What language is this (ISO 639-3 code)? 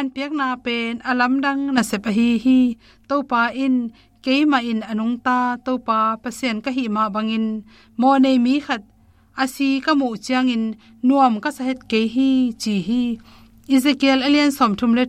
ctd